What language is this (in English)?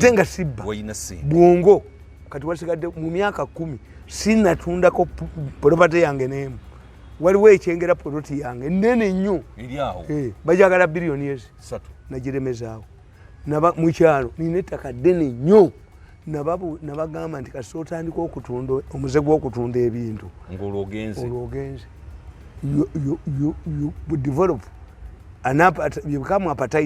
Ganda